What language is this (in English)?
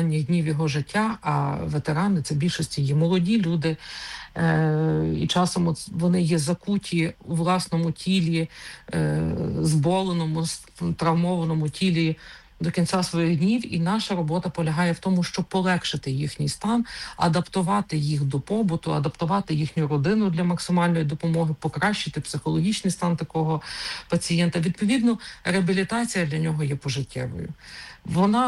Ukrainian